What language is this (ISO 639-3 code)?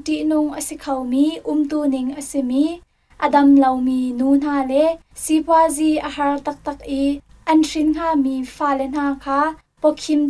cnh